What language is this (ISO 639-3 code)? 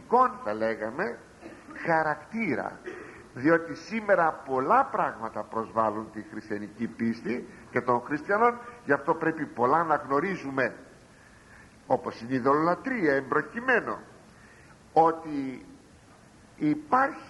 ell